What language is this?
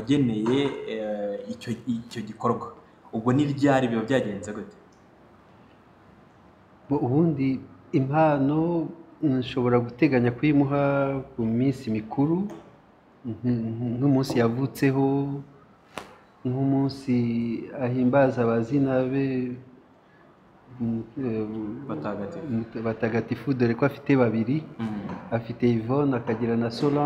Kinyarwanda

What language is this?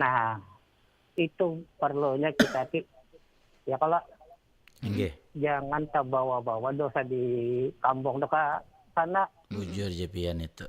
Banjar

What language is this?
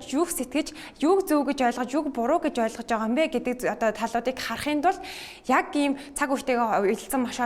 Mongolian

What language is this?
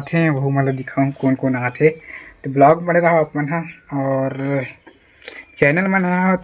Chhattisgarhi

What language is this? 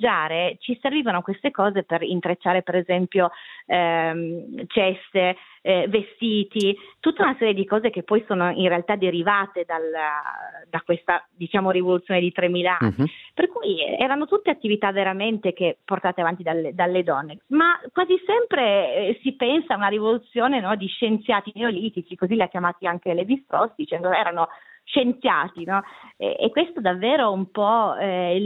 Italian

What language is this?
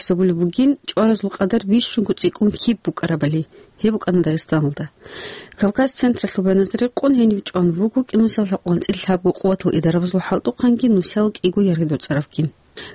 Avaric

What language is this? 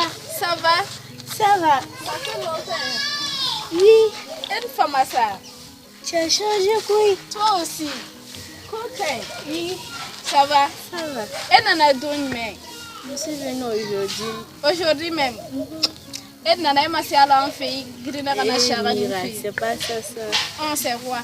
Bambara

